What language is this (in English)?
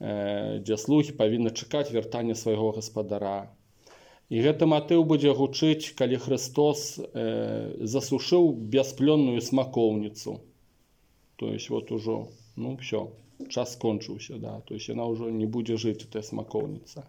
Belarusian